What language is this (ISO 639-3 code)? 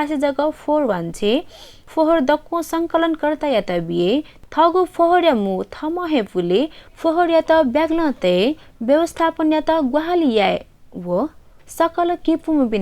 new